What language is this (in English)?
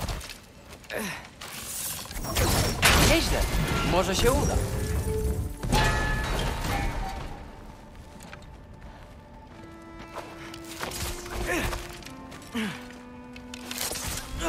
Polish